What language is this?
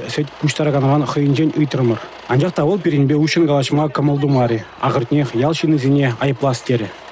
Chuvash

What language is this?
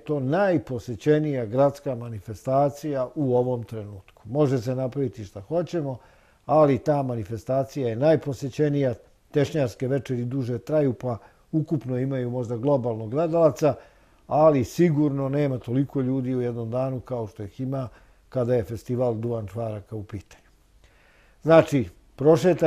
Serbian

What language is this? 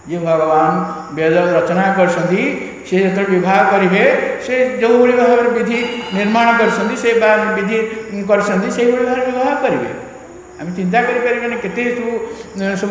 Odia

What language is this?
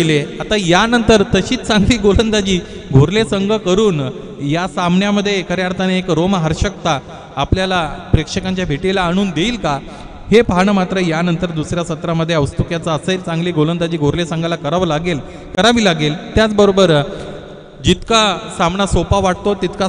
Marathi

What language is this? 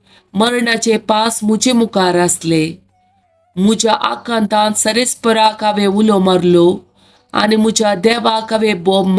Konkani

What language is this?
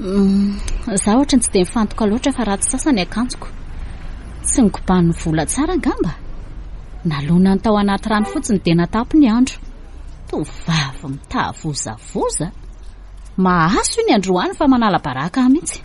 Malagasy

